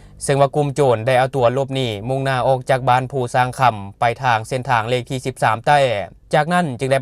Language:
Lao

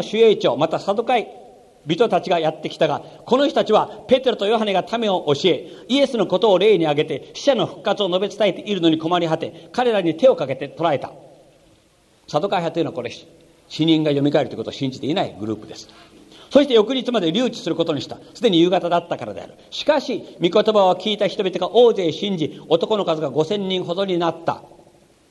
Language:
Japanese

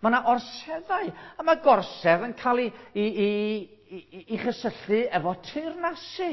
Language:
Welsh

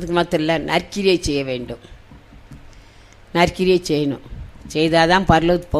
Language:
Tamil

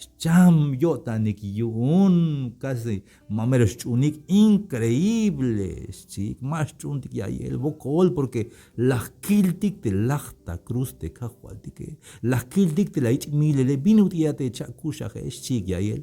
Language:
Tzeltal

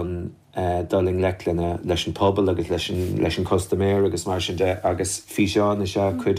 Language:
Irish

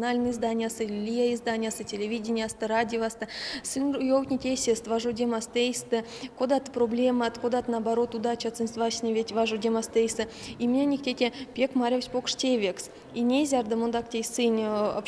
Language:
Erzya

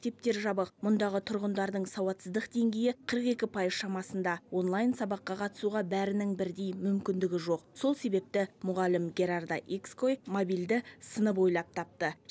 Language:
Kazakh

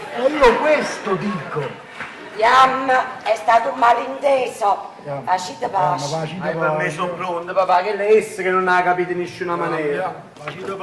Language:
Neapolitan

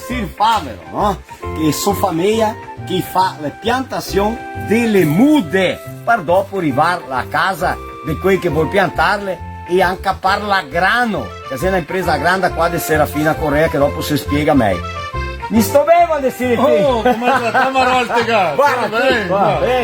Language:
Venetian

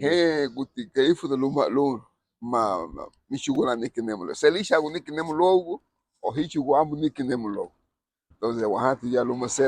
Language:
Garifuna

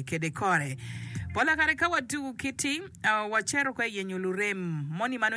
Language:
Acoli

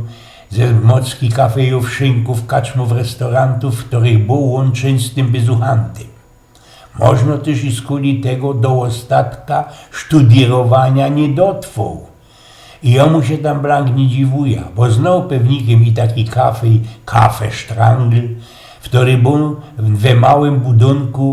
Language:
Silesian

